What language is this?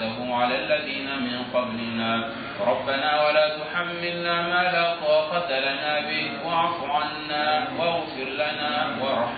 Arabic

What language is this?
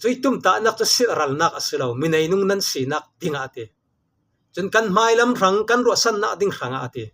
Falam Chin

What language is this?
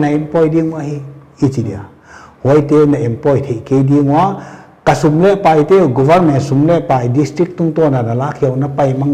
Paite Chin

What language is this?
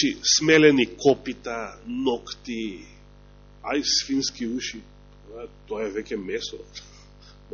Macedonian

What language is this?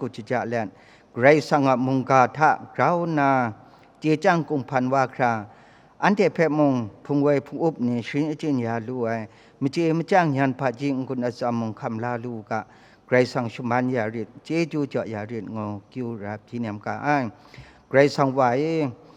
Kachin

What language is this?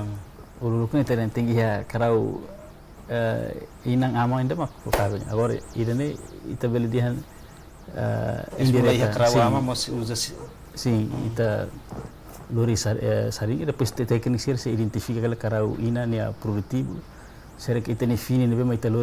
Tetum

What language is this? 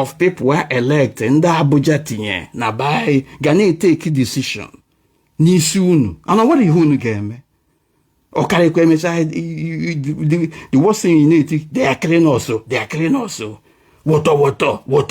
Igbo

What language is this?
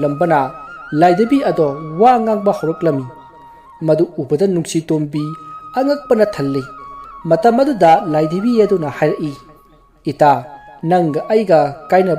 Manipuri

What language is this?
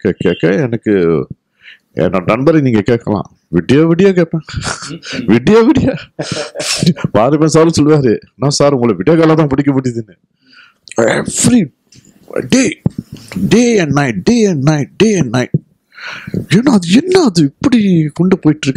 Tamil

